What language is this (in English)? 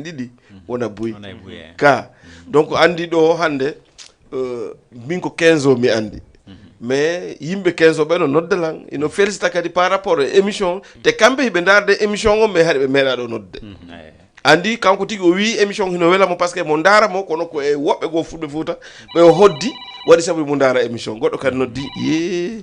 Fula